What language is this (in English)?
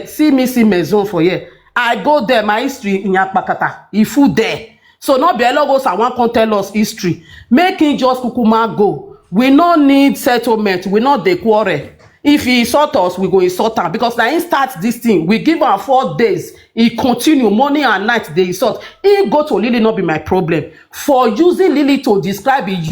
Nigerian Pidgin